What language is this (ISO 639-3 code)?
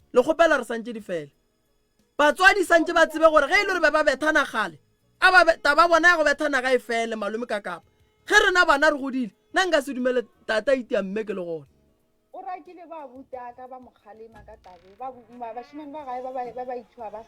nso